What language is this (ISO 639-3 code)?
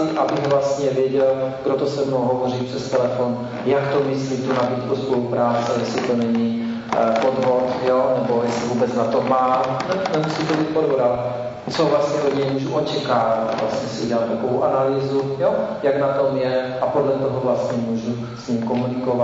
ces